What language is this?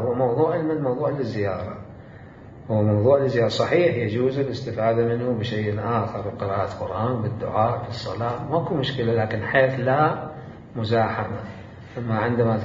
Mesopotamian Arabic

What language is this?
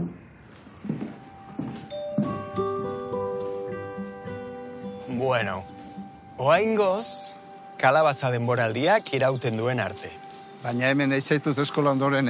Basque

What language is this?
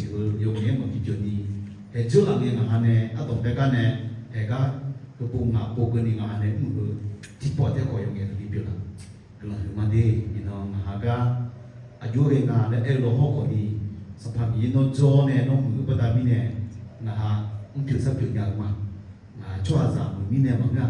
Akha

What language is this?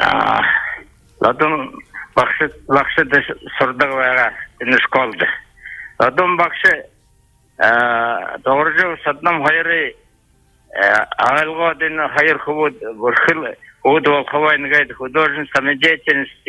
Buriat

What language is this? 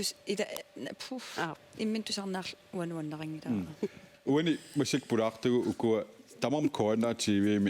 Kalaallisut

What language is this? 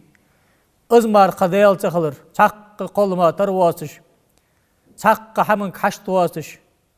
Ingush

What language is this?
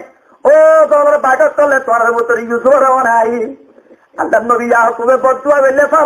Rohingya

